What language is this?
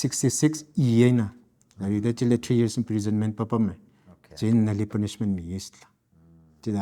Tangkhul Naga (India)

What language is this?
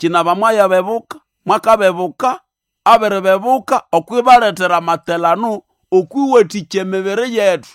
Nande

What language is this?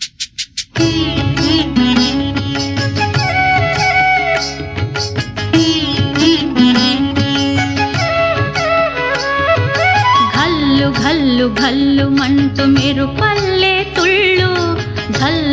Telugu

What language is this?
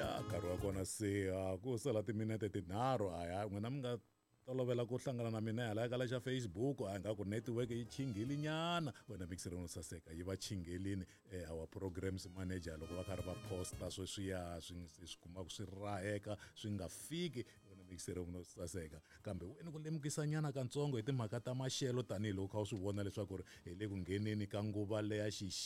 Tsonga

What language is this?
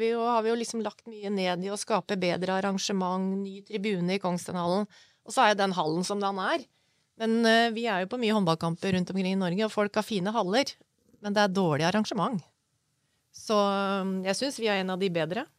Norwegian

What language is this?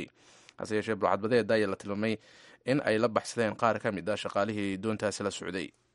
Somali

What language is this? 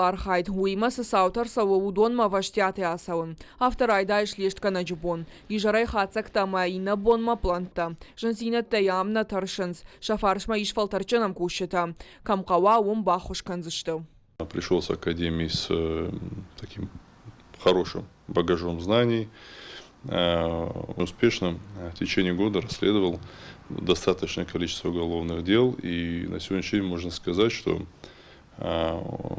Ossetic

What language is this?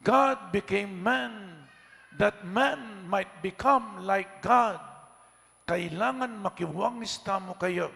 Pampanga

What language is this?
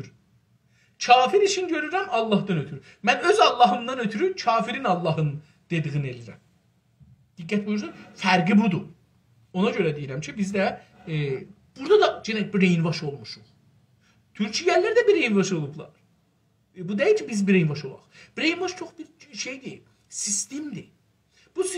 South Azerbaijani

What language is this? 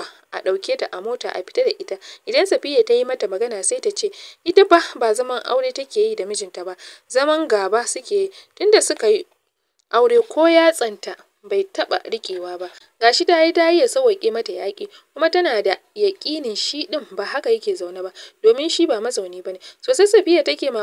Hausa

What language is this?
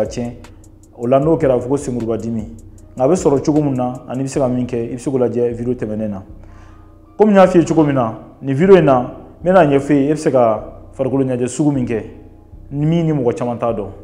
Bambara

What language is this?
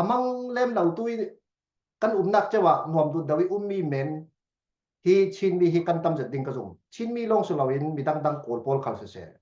Falam Chin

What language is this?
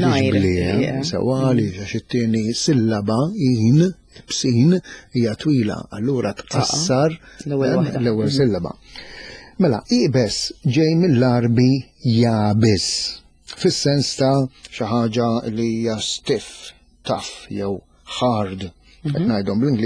Maltese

